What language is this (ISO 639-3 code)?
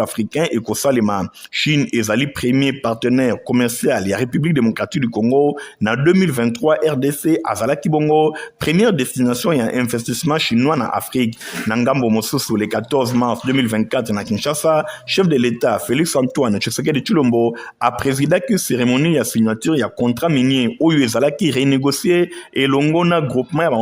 lin